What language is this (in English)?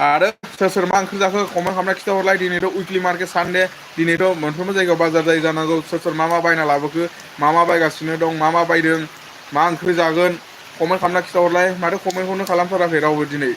Bodo